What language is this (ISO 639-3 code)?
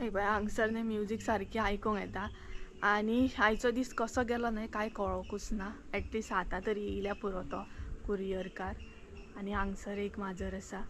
kok